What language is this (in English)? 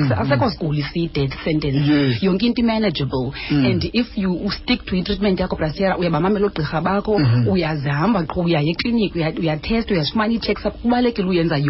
Xhosa